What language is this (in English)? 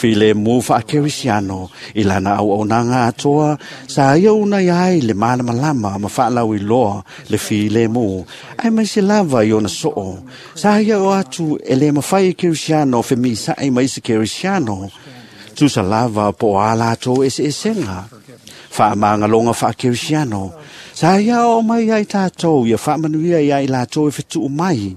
Samoan